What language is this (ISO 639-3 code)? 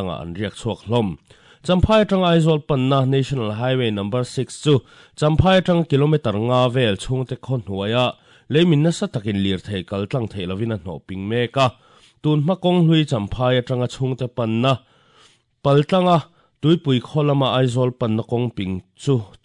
lus